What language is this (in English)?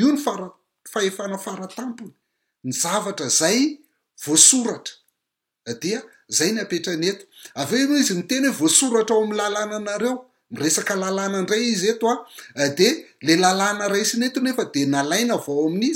Malagasy